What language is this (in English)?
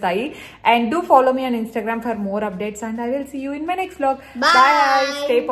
Telugu